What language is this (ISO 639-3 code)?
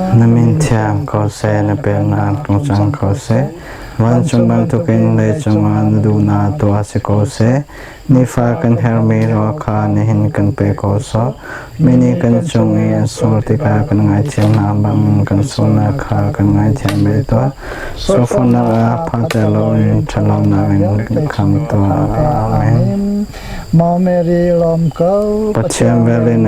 cnh